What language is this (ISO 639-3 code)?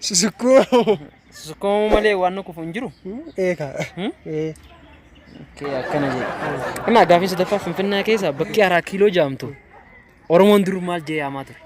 orm